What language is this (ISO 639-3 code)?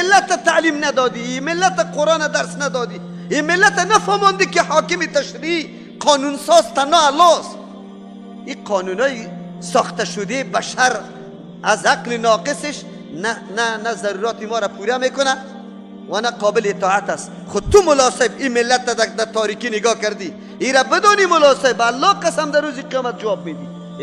fas